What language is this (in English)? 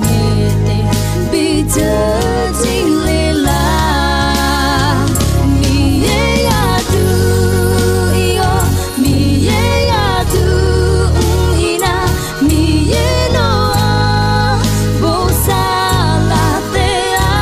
Akha